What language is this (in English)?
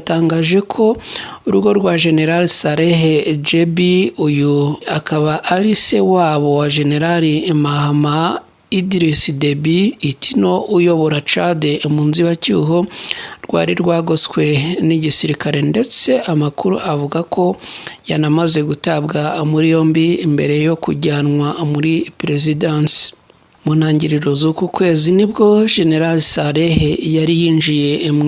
Kinyarwanda